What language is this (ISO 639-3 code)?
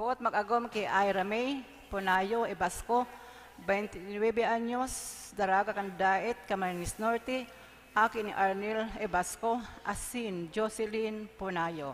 bik